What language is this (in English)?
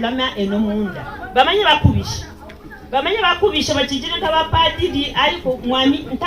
Havu